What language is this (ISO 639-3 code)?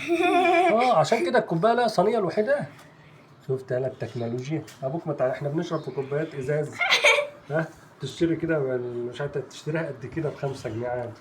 arz